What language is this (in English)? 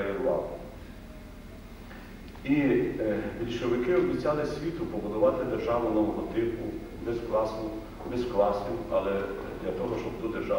Ukrainian